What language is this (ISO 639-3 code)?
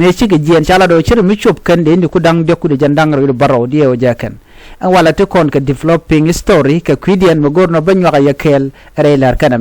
nus